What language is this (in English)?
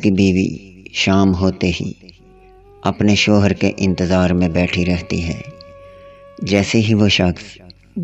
Urdu